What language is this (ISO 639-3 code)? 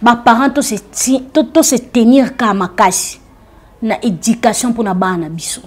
lin